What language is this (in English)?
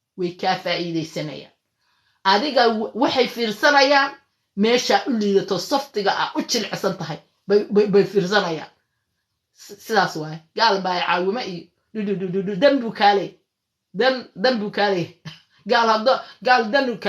Somali